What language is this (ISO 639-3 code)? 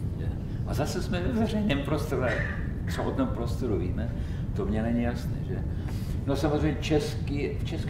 ces